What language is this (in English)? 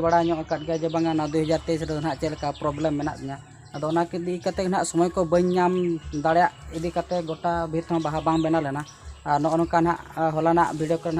Santali